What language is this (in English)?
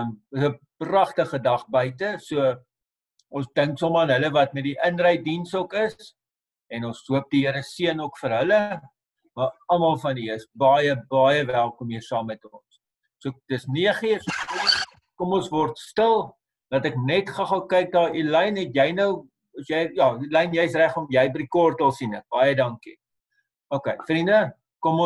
Afrikaans